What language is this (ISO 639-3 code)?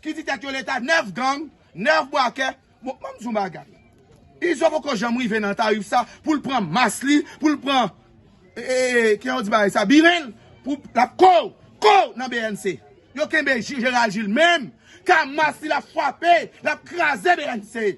hat